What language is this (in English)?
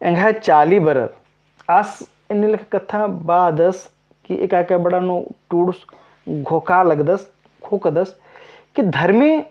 Kurukh